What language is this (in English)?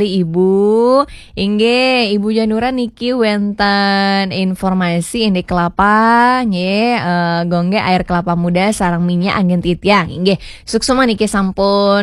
Balinese